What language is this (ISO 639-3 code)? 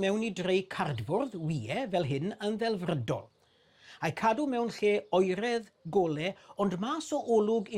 cym